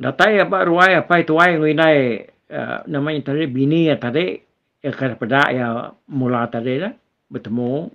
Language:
Iban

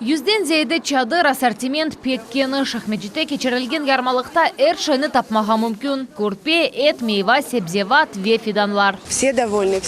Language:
Crimean Tatar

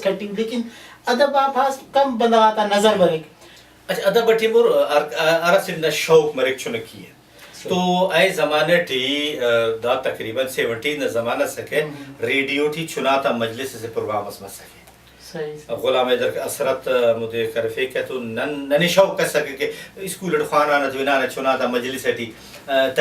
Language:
Brahui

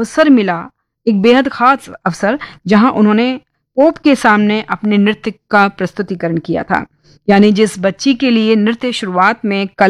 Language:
Hindi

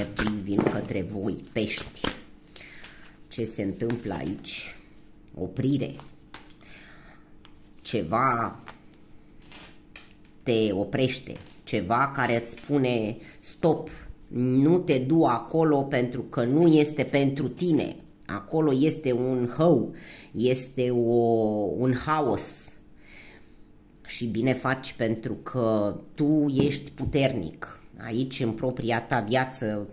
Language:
Romanian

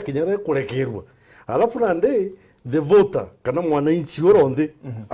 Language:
Meru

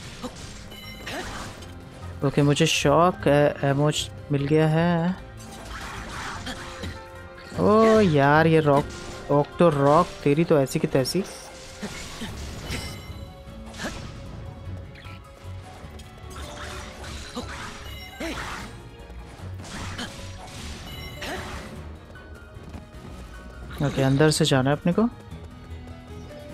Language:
Hindi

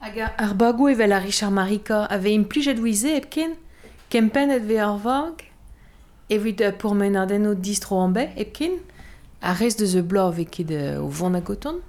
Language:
Breton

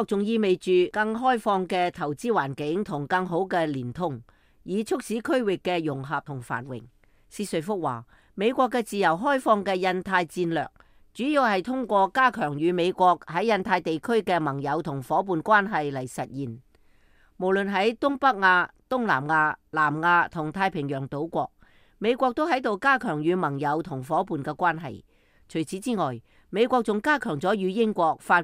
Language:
Cantonese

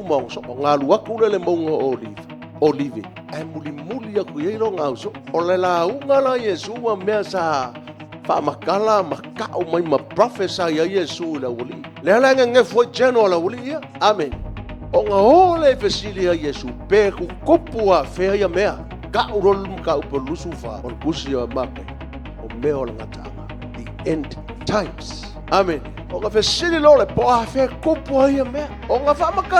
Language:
Samoan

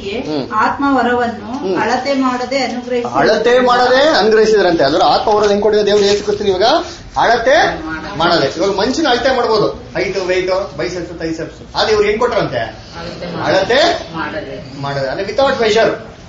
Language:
Kannada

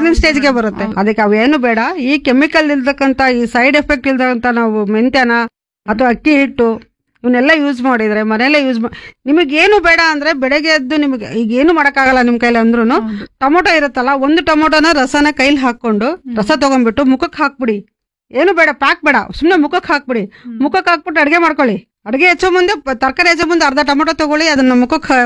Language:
Kannada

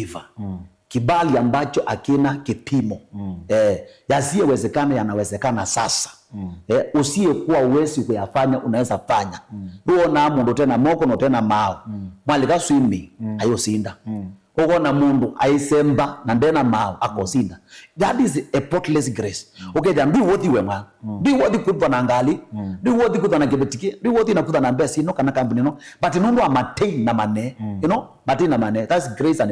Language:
Kamba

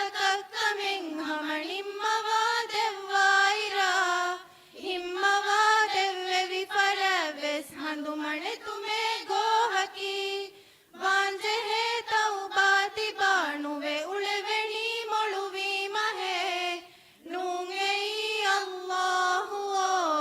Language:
Divehi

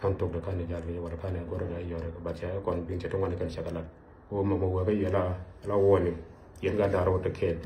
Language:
Nuer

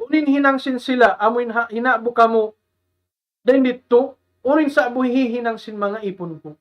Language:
Tausug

